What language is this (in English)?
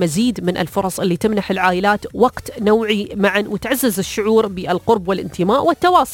Najdi Arabic